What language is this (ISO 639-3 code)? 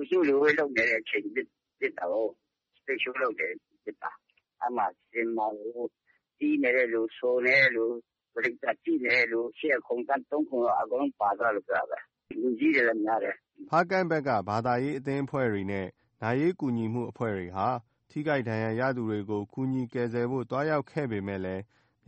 mya